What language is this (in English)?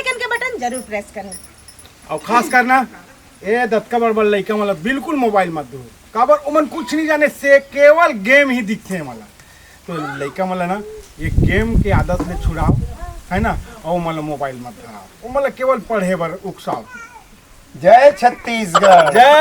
Chhattisgarhi